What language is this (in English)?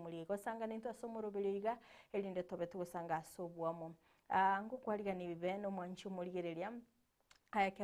Gusii